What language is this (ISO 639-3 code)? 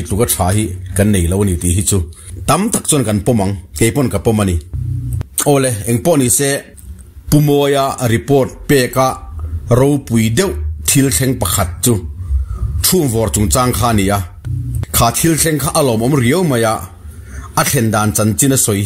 lus